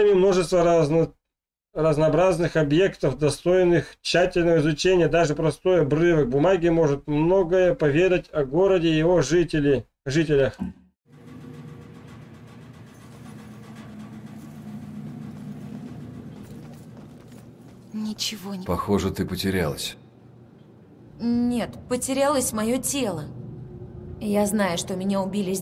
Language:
Russian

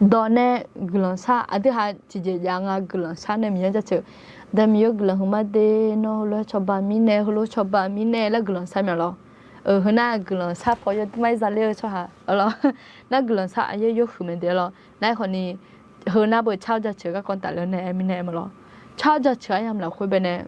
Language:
Akha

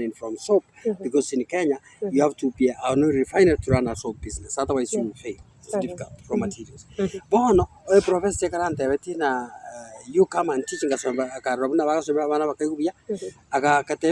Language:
Gusii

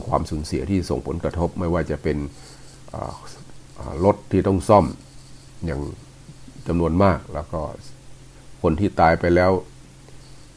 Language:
Thai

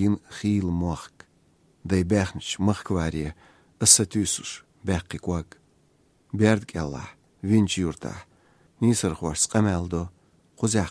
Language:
Chechen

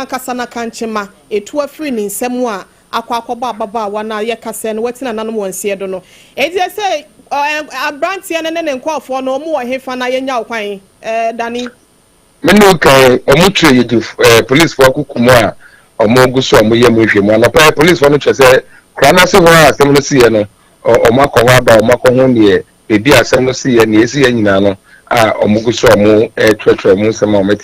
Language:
Akan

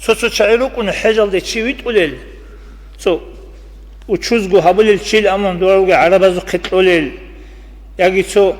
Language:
Avaric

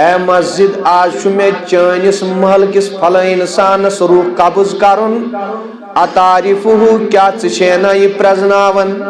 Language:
Kashmiri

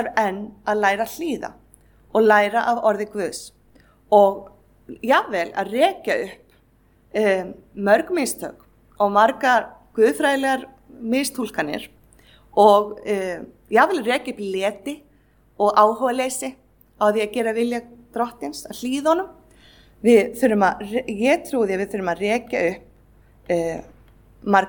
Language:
Icelandic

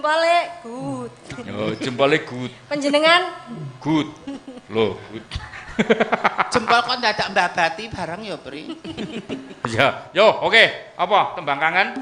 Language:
Javanese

